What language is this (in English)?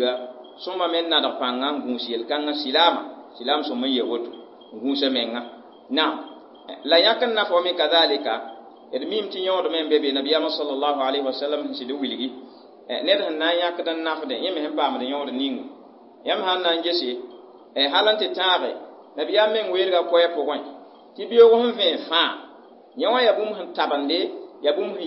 Mossi